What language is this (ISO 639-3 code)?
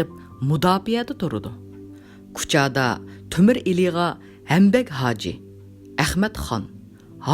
uig